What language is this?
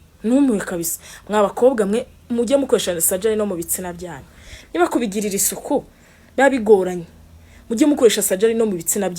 Kinyarwanda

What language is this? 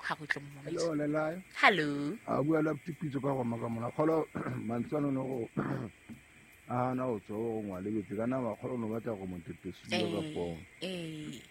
Southern Sotho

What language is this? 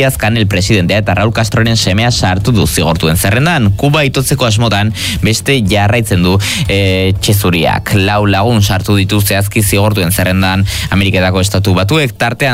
Basque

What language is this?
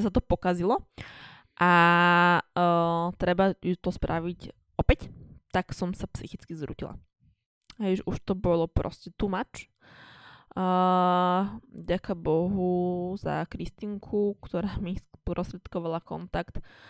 Slovak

